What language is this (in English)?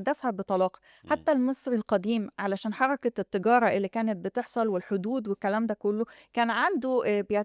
Egyptian Arabic